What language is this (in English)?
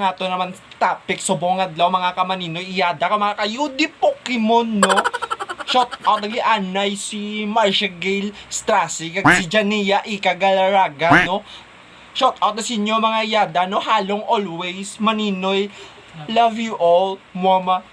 Hiligaynon